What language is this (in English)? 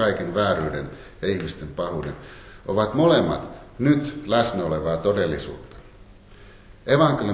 Finnish